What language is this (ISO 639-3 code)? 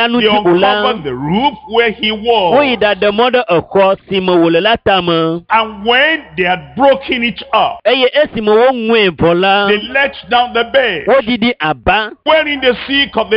ewe